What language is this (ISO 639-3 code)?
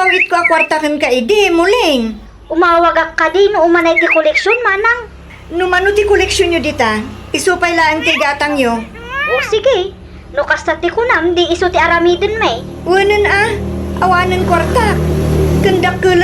ilo